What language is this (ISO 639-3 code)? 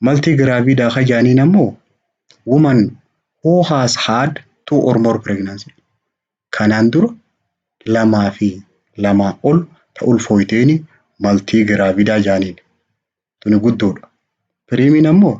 orm